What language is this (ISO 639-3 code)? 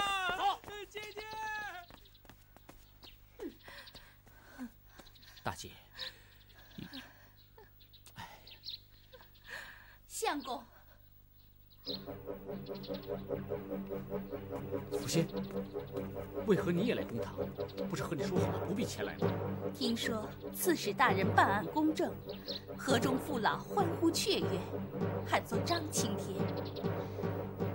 zho